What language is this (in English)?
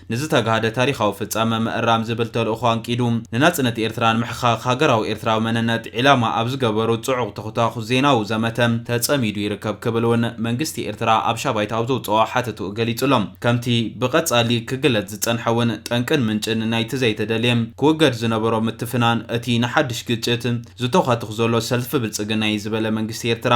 Tigrinya